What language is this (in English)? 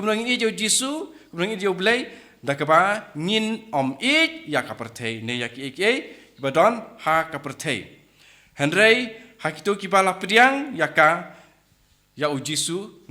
Khasi